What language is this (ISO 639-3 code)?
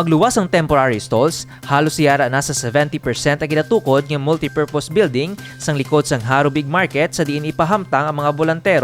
hil